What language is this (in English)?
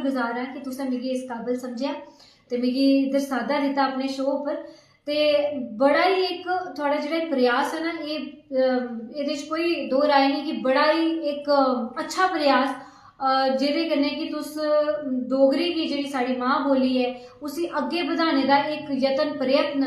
Dogri